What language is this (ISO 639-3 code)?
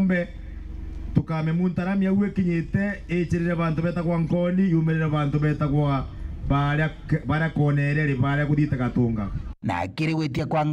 mer